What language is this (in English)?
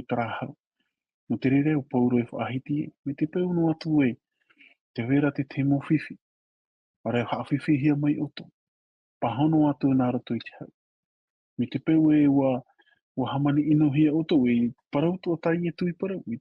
Tahitian